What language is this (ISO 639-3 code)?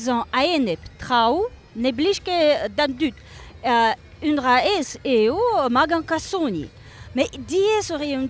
bre